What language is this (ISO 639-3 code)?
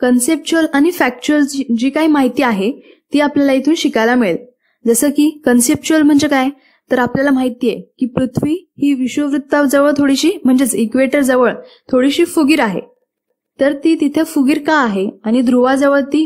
mar